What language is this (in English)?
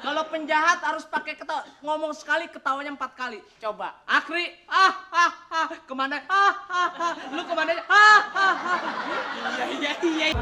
Betawi